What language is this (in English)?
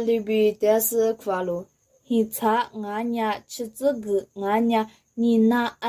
Lisu